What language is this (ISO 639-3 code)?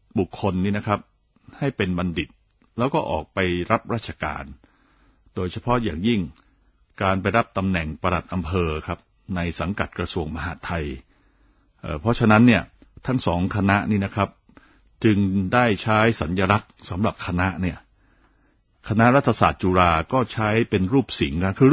tha